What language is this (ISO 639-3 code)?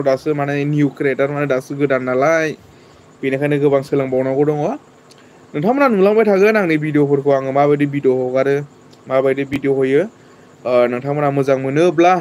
brx